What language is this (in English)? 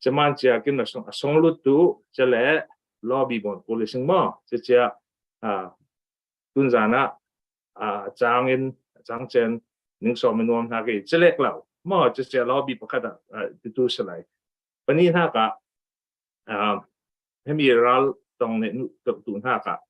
Falam Chin